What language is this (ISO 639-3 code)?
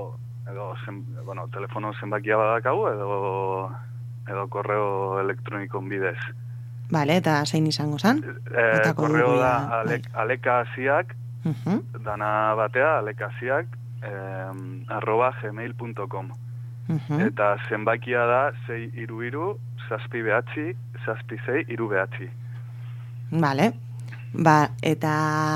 eus